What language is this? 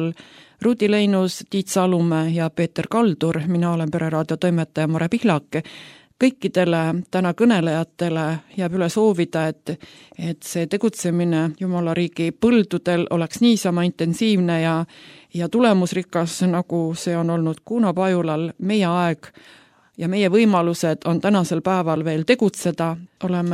Estonian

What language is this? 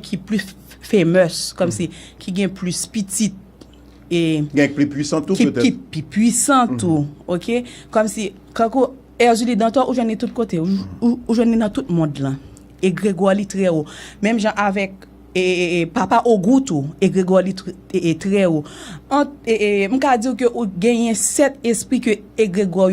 Haitian Creole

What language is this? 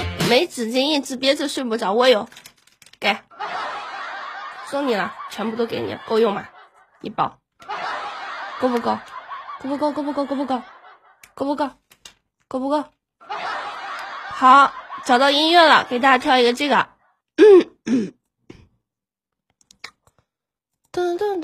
Chinese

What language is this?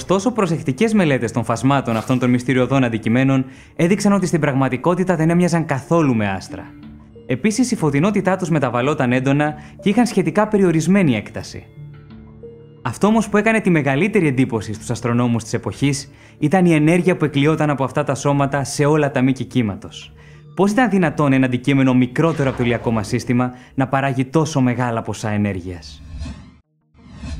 Greek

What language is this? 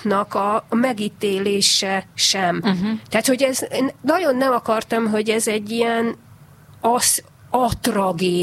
Hungarian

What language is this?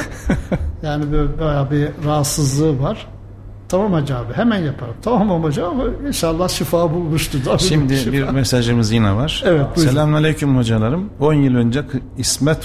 Turkish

